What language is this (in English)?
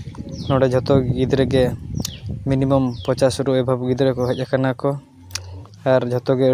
Santali